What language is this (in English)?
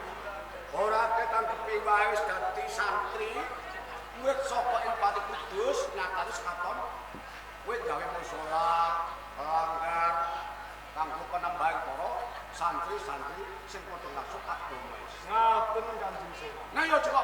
Javanese